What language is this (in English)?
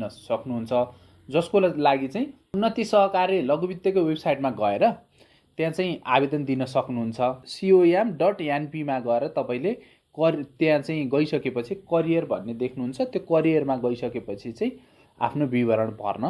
Nepali